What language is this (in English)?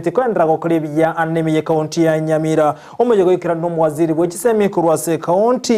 Gusii